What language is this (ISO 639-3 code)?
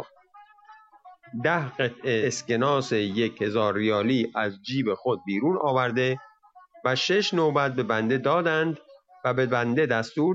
fas